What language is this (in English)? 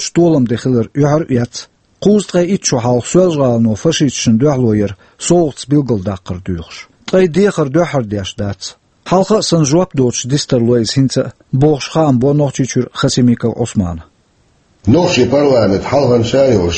Chechen